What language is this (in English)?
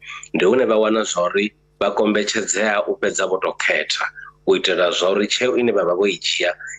Venda